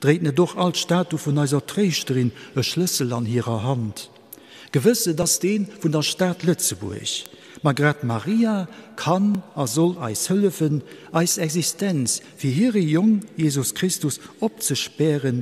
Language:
Luxembourgish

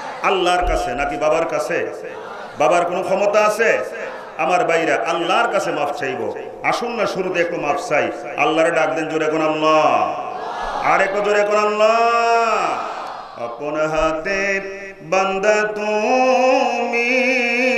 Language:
Bangla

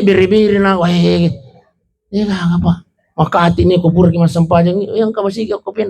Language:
Buginese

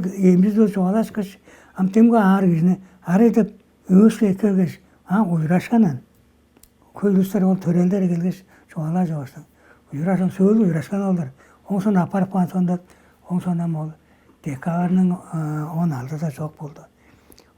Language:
Tuvinian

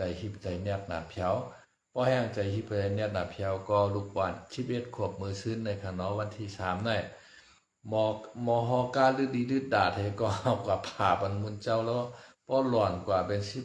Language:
Shan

